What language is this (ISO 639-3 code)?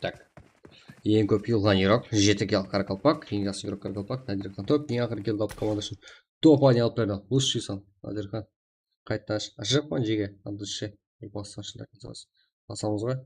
kaa